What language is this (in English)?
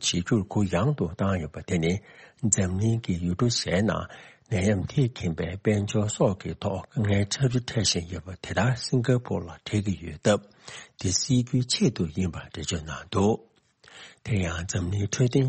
Tibetan